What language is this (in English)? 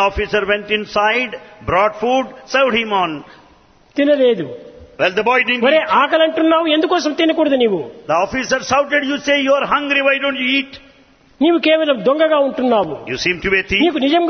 Telugu